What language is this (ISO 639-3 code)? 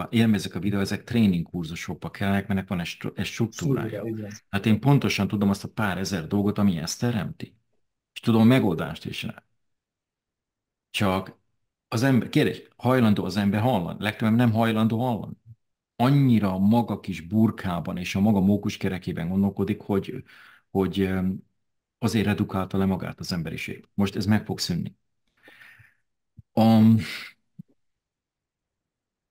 hun